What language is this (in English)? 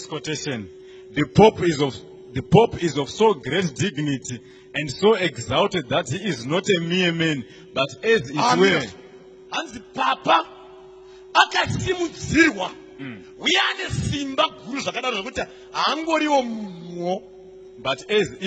Shona